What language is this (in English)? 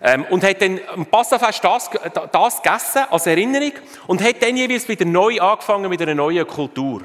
Swiss German